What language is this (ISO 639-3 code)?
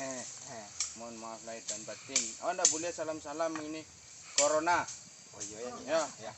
min